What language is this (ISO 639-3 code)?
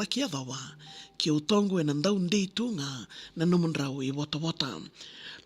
fij